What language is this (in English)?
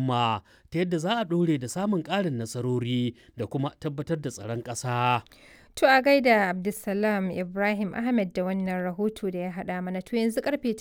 Hausa